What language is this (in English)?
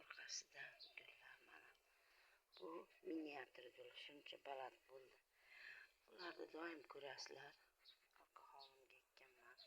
Uzbek